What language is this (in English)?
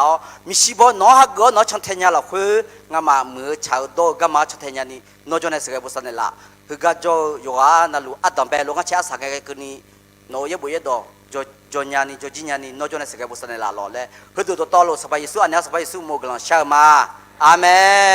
Akha